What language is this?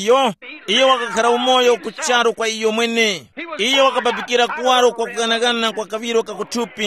Tumbuka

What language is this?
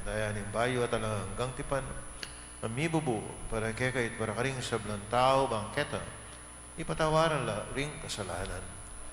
Pampanga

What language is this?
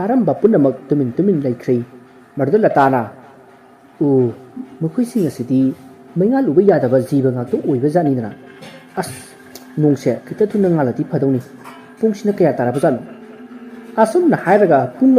Manipuri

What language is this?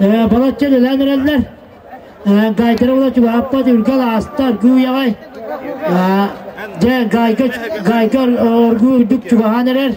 Yakut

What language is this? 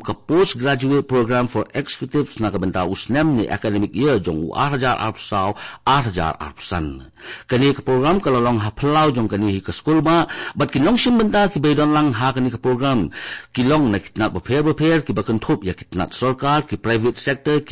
Khasi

